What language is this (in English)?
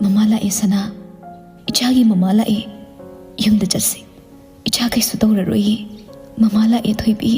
Manipuri